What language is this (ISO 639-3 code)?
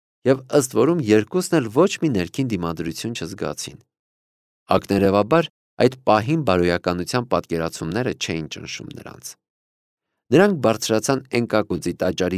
hye